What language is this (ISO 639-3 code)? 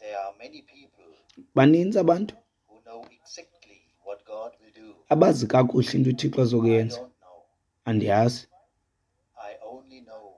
xho